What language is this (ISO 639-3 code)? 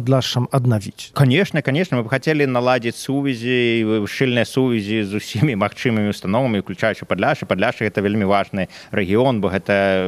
bel